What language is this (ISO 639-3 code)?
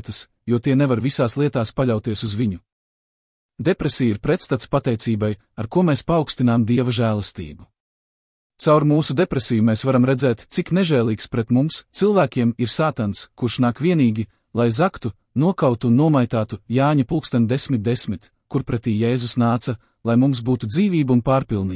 lav